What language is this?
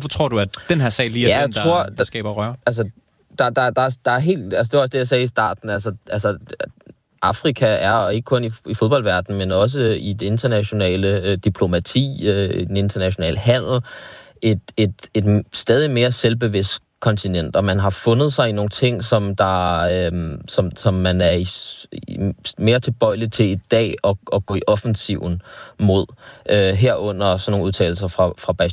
Danish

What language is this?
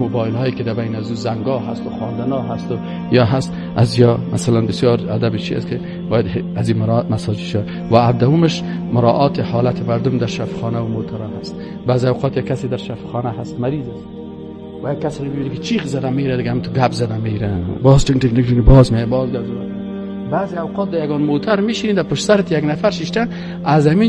Persian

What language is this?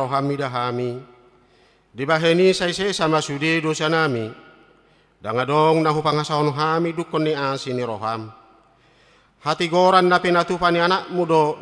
Batak Toba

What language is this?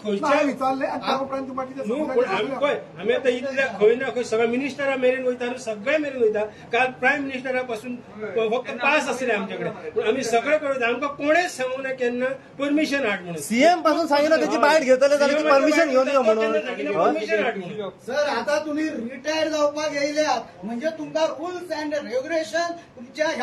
Konkani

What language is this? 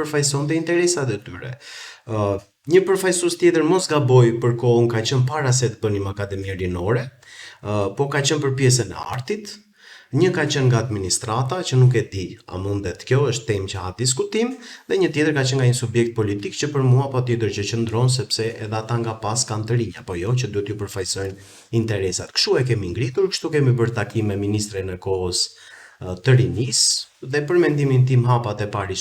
Albanian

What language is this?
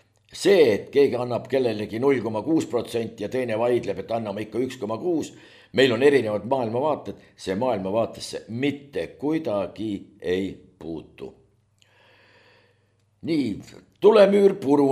Estonian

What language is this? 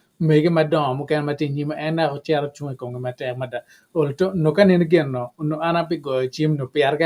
Acoli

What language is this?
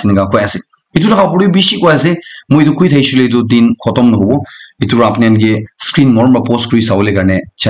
Naga Pidgin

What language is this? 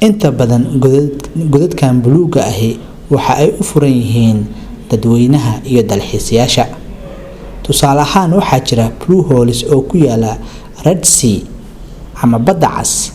Somali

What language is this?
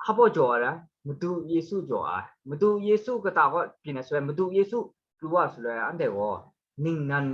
Kachin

